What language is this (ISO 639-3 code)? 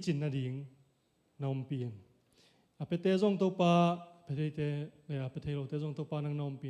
ctd